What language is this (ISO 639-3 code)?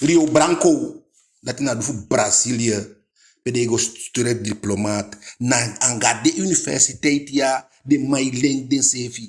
djk